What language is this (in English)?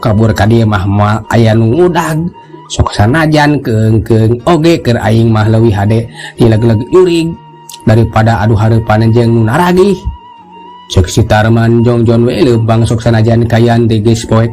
Sundanese